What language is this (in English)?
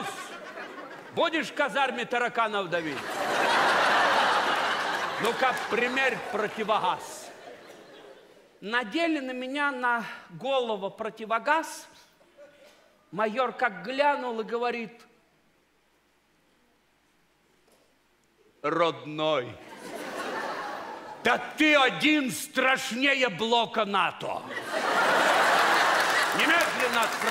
Russian